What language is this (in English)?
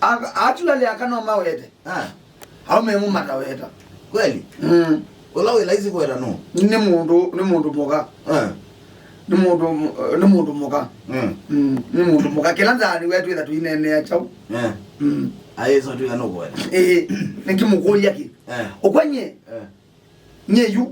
Kamba